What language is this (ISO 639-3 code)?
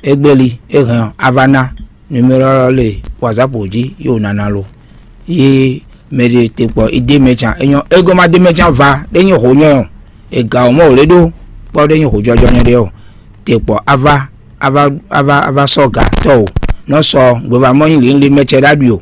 fon